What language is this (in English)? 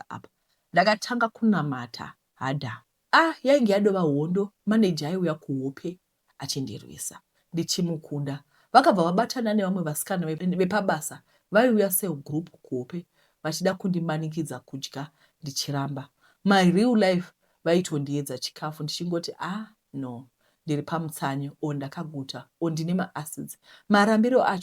Shona